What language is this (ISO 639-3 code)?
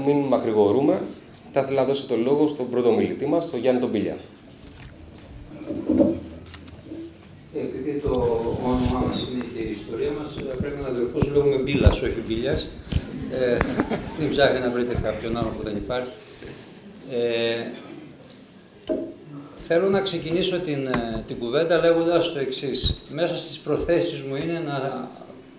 ell